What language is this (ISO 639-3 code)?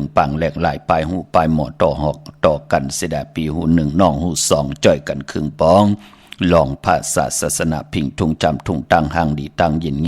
shn